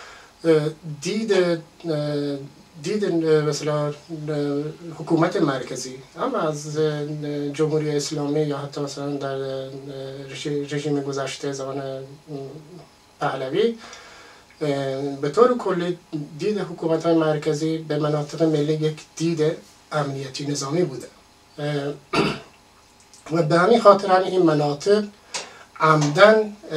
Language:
Persian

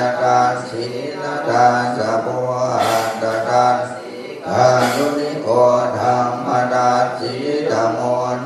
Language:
Pali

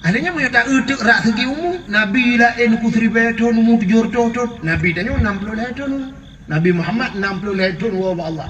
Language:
Achinese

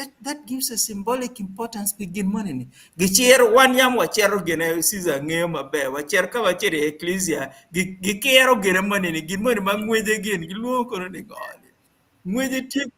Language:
Acoli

